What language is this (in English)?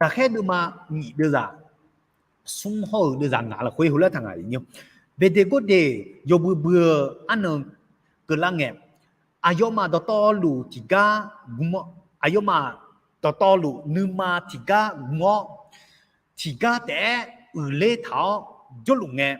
Akha